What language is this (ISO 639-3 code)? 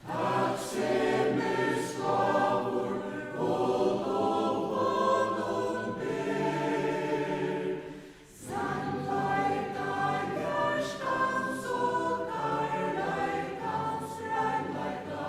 fao